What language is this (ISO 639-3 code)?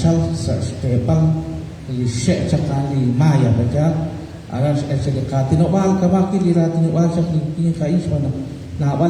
kek